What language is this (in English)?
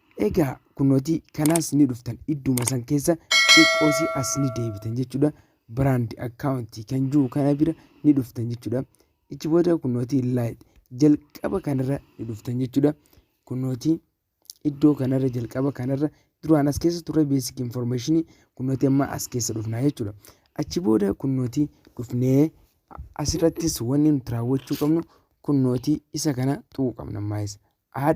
Oromo